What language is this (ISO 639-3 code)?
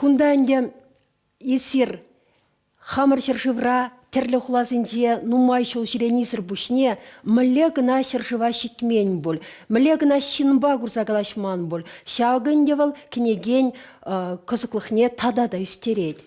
chv